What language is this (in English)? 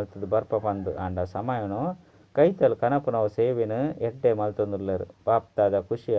Tulu